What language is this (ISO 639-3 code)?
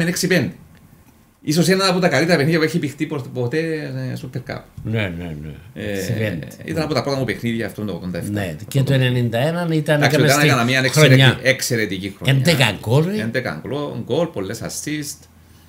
ell